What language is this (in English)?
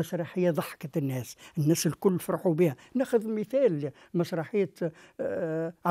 Tunisian Arabic